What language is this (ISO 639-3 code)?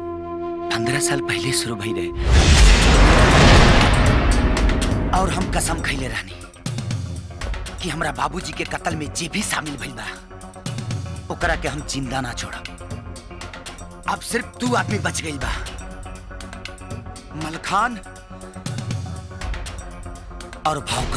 bho